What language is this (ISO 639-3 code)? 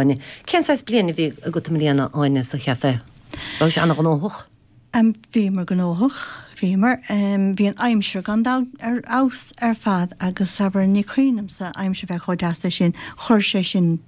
gle